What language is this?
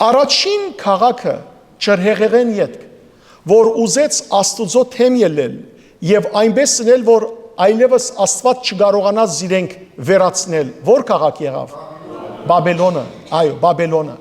Western Armenian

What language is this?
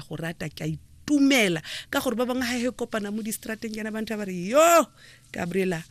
Tswana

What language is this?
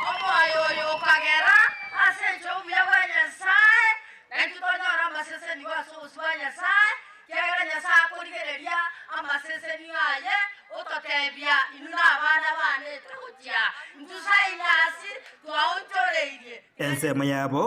Gusii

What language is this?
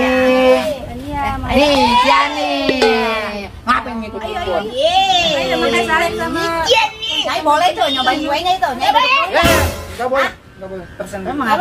Betawi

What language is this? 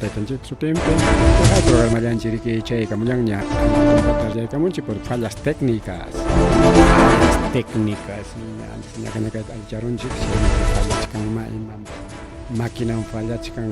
Ayacucho Quechua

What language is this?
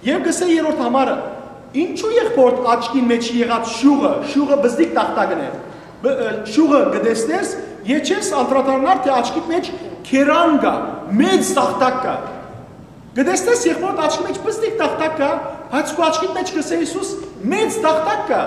Western Armenian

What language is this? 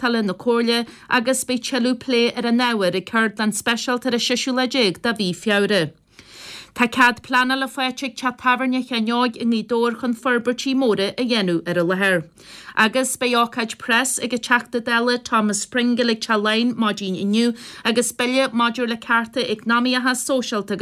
Irish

